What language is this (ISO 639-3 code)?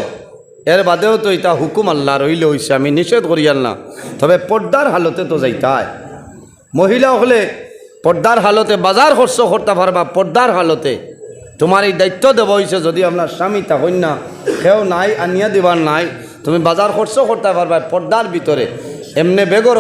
syl